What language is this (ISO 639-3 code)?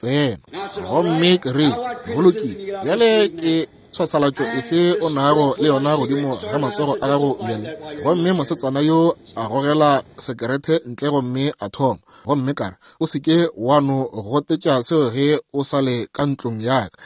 nso